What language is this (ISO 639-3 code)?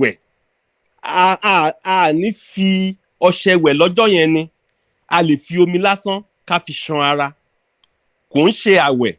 yor